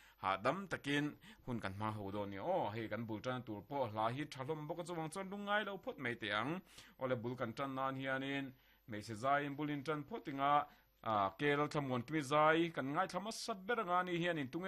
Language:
Mizo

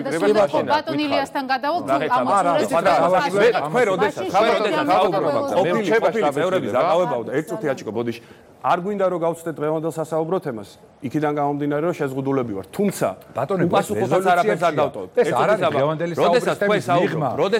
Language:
Georgian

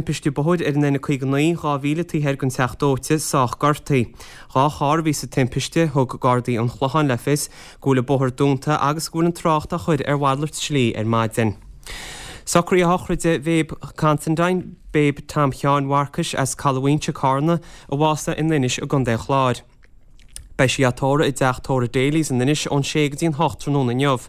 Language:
Irish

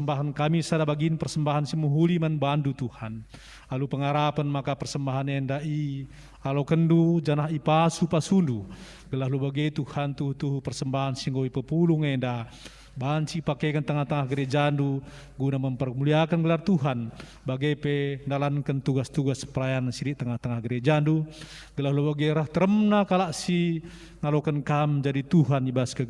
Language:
Batak Karo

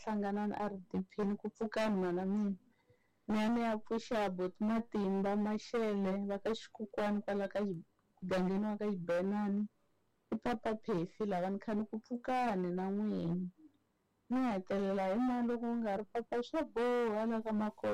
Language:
Tsonga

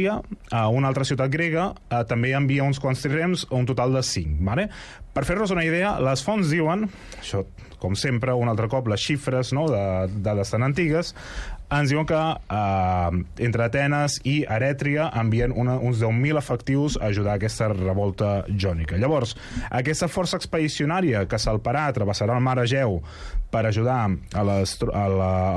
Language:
Catalan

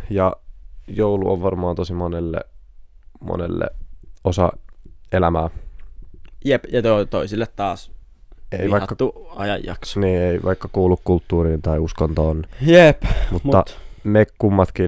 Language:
Finnish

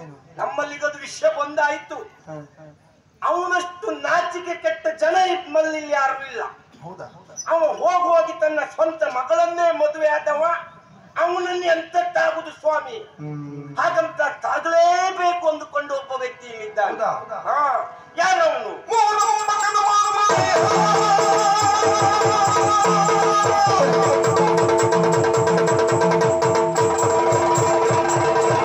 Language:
Kannada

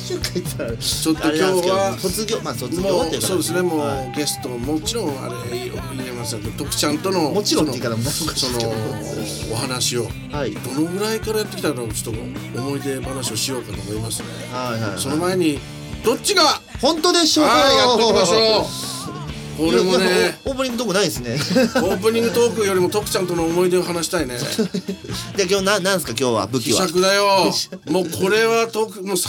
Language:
Japanese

